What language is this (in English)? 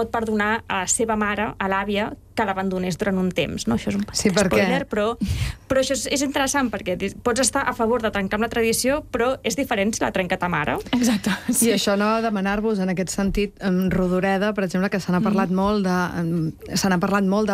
Catalan